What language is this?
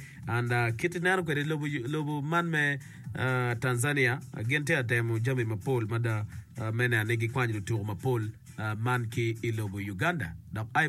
Acoli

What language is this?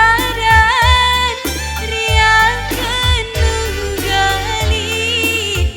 Batak Karo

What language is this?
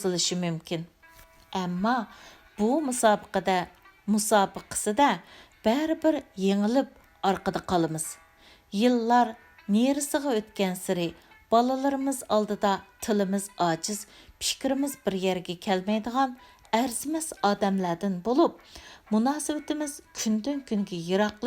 Uyghur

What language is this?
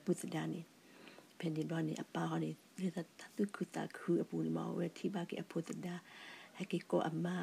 S'gaw Karen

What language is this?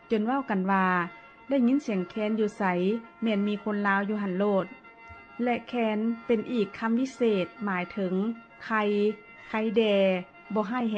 Lao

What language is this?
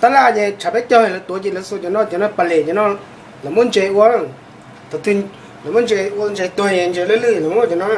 Hmong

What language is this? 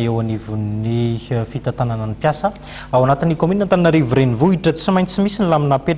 Malagasy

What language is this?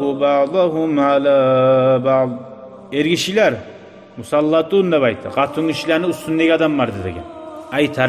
Kumyk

